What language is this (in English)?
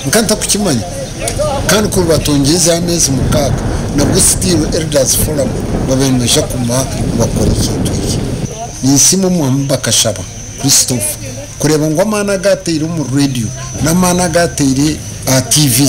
Nyankole